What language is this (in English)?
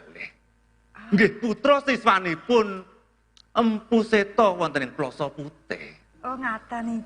Javanese